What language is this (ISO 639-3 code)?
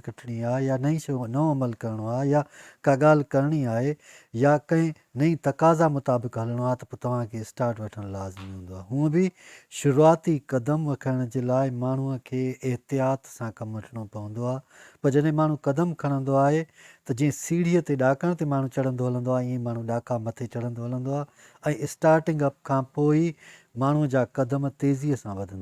snd